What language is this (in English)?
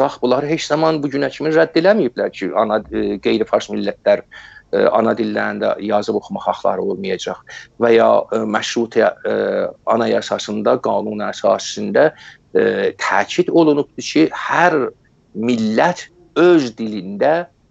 South Azerbaijani